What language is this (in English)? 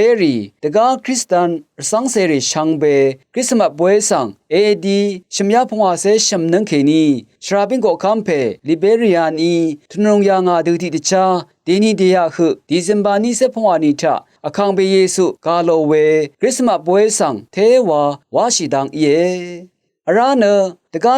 Rawang